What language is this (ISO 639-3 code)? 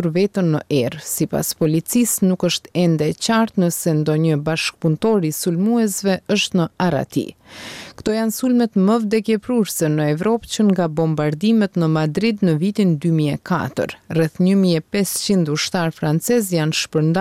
sqi